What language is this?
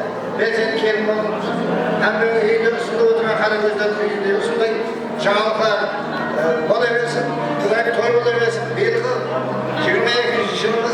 Kara-Kalpak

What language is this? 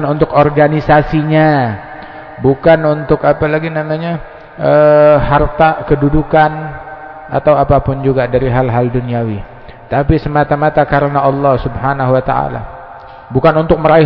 Indonesian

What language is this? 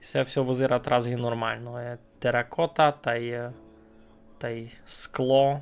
Rusyn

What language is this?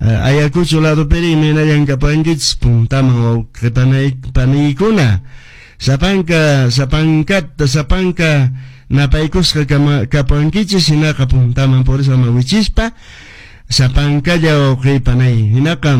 Quechua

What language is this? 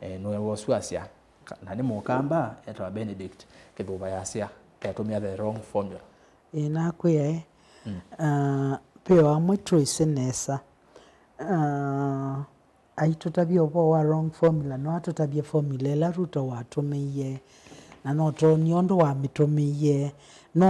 Kamba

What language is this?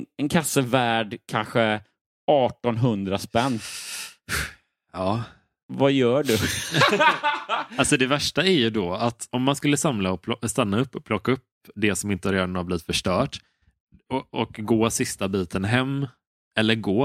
Swedish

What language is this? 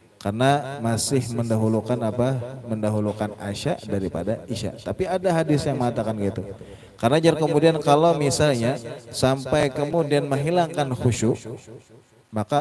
Banjar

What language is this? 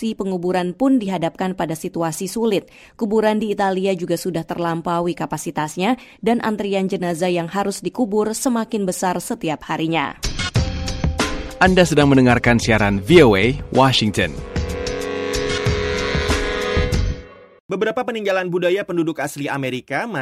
Indonesian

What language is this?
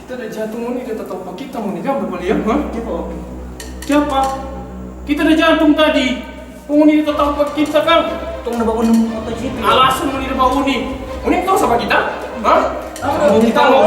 Manado Malay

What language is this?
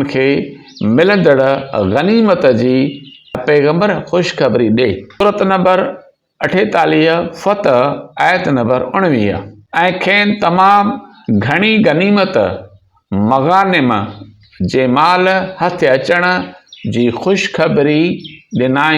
Sindhi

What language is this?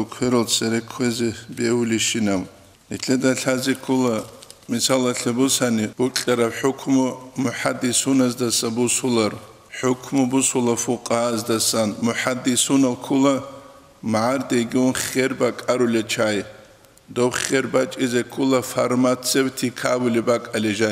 Avaric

